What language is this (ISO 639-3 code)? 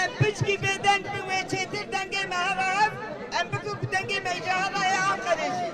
kur